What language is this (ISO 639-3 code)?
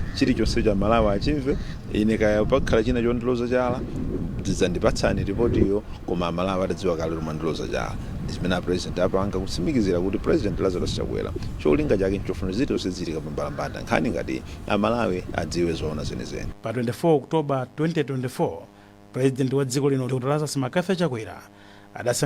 nya